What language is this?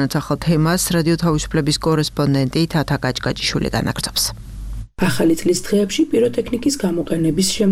Georgian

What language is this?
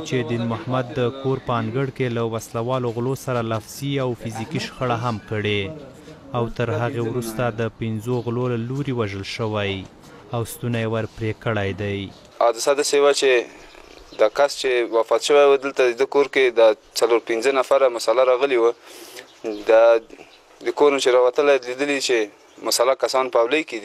Pashto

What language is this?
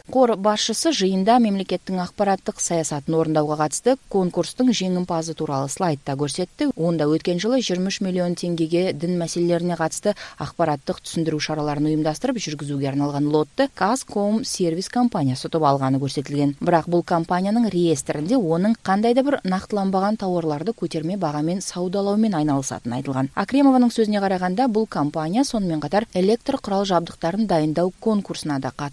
Kazakh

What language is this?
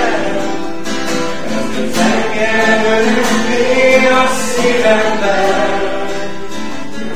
Hungarian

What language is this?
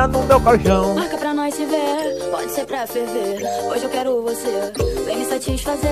Portuguese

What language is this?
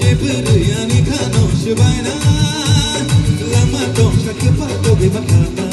Kok Borok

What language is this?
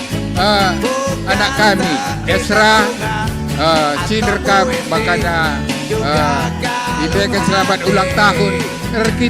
Batak Karo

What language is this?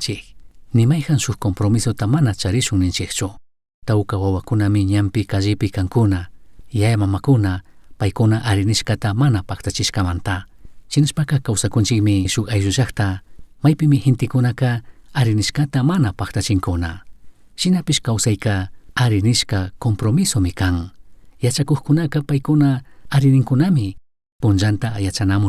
Chimborazo Highland Quichua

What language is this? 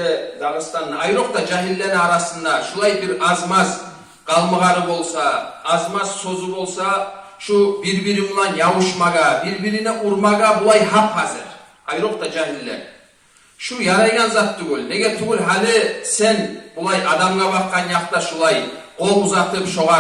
Kumyk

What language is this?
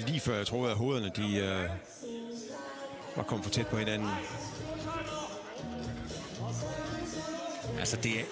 Danish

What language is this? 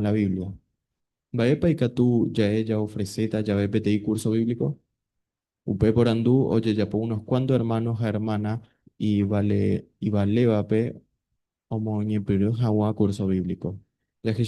Guarani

